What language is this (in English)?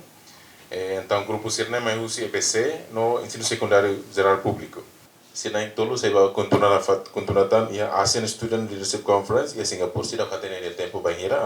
Tetum